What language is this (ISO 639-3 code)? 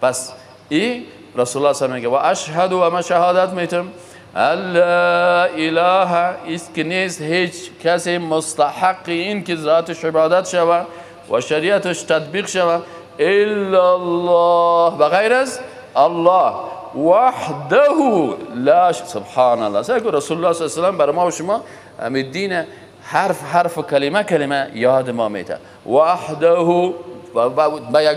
fas